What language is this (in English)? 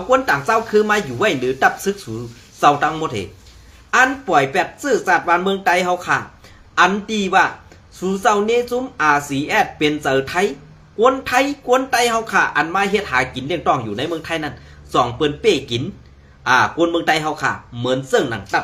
Shan